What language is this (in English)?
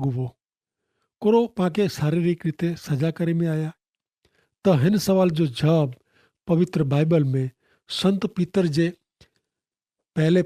Kachhi